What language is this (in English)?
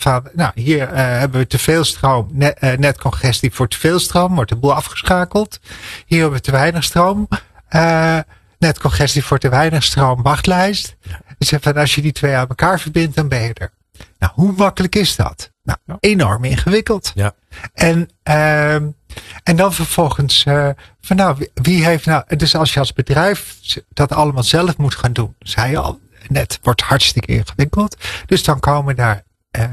Dutch